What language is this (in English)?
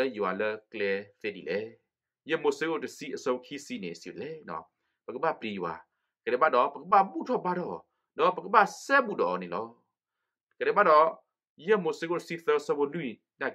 S'gaw Karen